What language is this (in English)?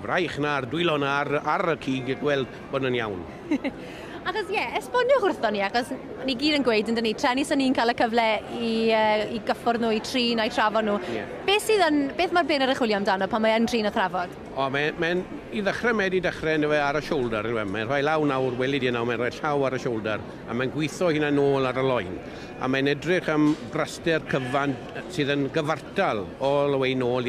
Welsh